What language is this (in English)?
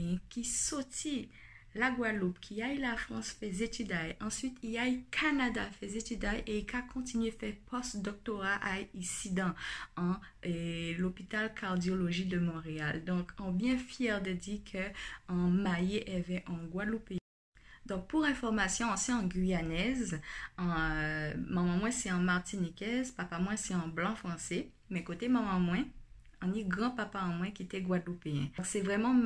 Guadeloupean Creole French